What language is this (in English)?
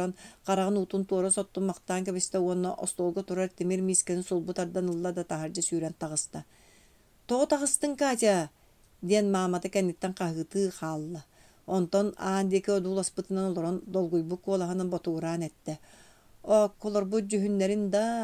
Yakut